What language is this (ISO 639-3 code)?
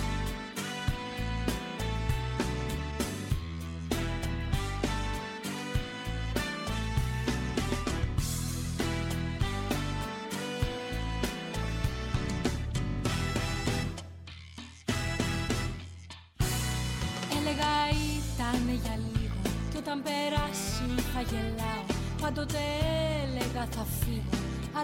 ell